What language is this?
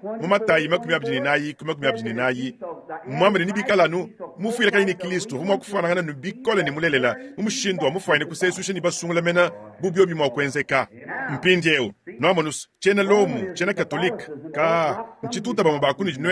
Luba-Lulua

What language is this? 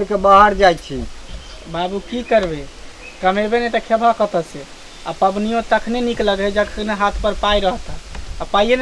Maithili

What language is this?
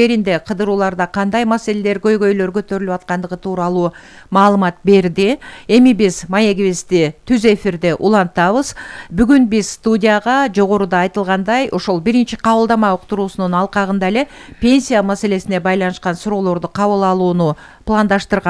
Kyrgyz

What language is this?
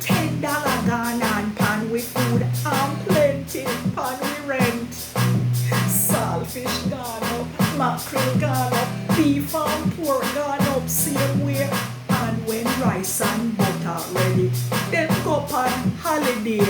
Jamaican Creole English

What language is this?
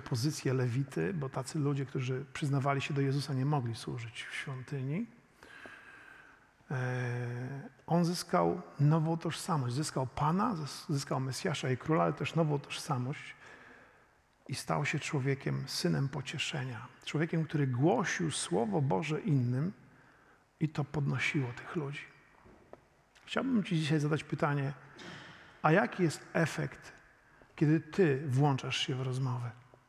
Polish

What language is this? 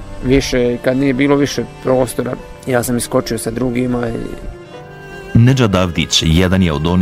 Bosnian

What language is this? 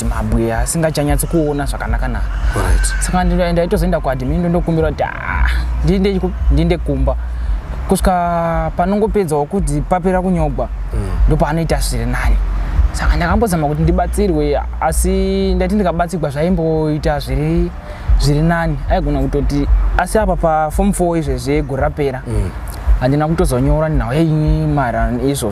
Shona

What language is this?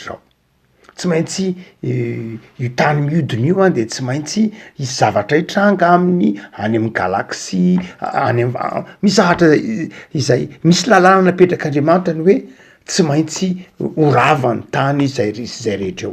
Malagasy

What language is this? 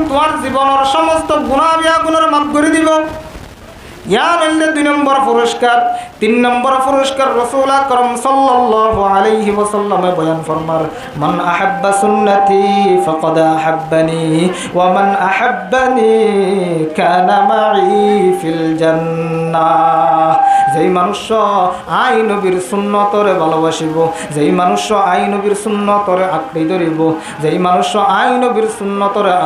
Rohingya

